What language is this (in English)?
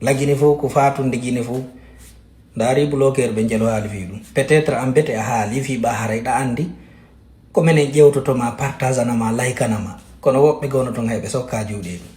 Fula